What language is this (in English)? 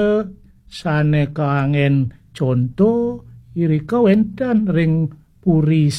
Balinese